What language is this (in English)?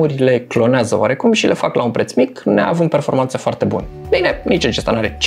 Romanian